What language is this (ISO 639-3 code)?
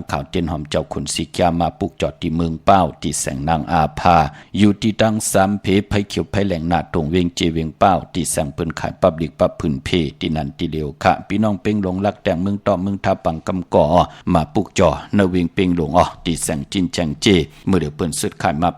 shn